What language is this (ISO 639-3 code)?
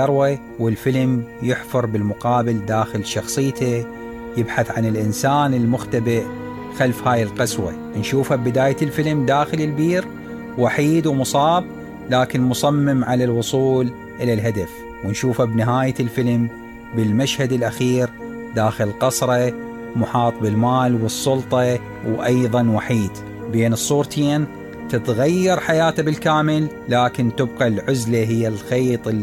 acm